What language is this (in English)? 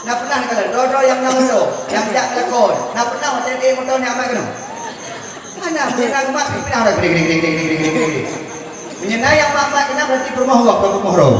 Achinese